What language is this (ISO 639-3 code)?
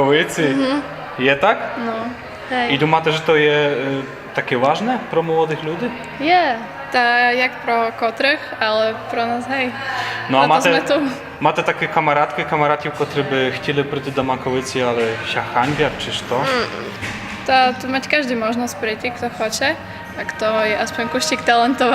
rue